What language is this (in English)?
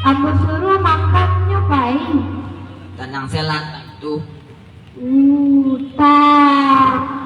Minangkabau